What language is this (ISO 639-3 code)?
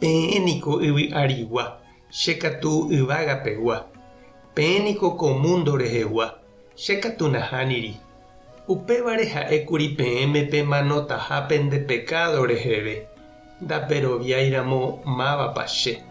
grn